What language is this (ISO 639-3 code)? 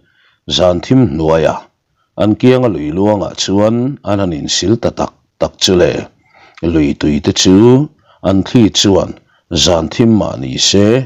lus